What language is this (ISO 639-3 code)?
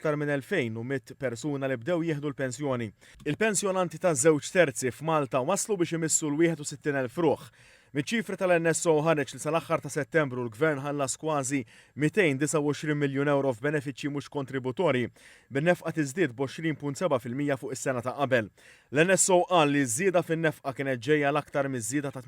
mlt